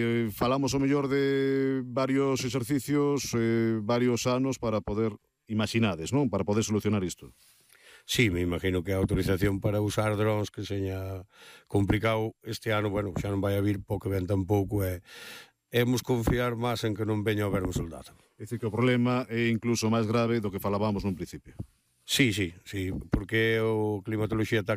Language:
Galician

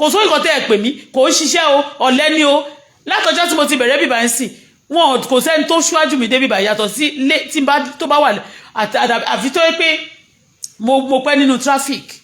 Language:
Yoruba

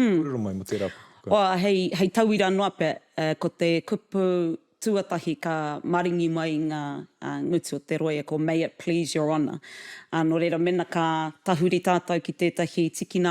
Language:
Māori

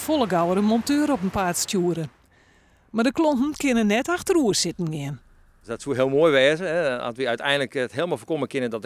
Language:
Western Frisian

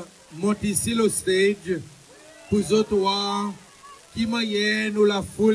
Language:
Seselwa Creole French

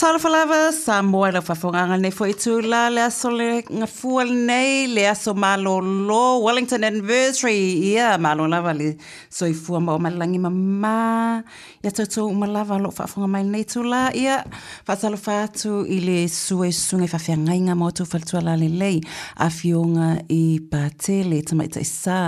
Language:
Samoan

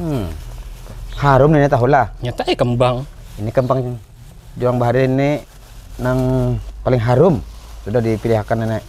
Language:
Banjar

